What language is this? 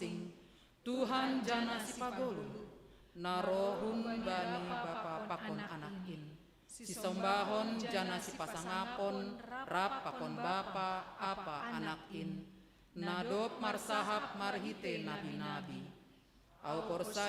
Batak Simalungun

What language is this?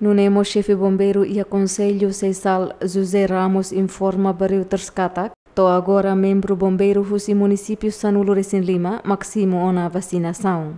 Tetum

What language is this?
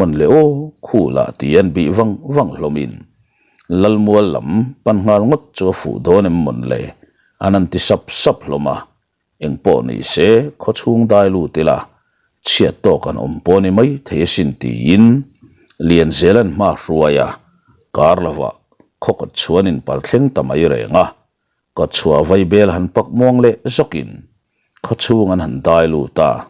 Mizo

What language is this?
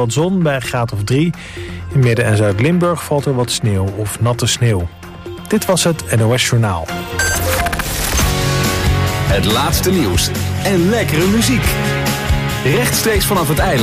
Dutch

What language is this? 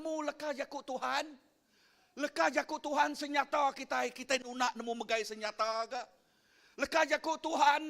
Iban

